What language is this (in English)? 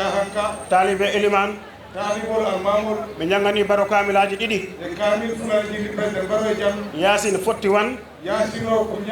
Fula